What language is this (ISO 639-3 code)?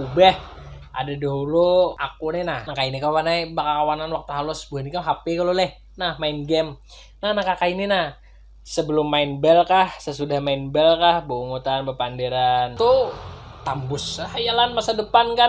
bjn